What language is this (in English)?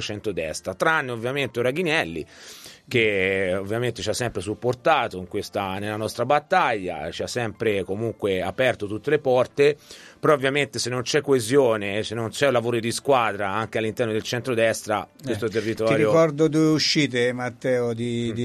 Italian